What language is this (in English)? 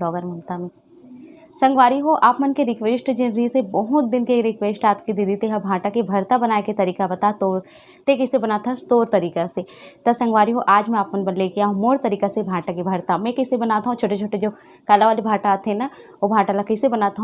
Chhattisgarhi